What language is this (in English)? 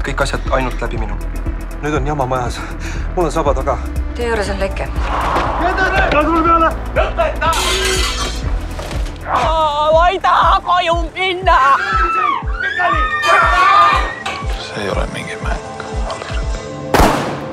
Estonian